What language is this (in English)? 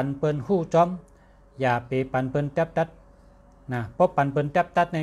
Shan